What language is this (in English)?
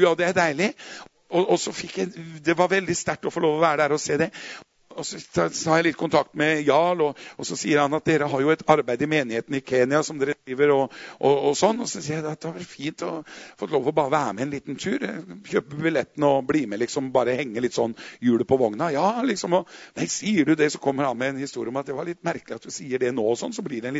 Norwegian